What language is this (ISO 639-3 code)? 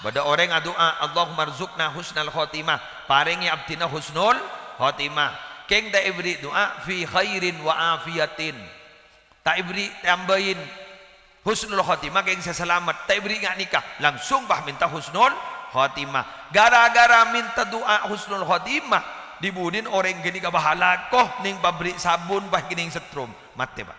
mad